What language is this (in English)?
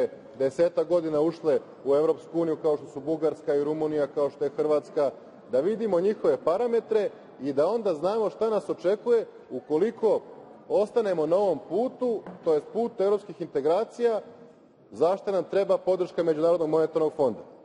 Serbian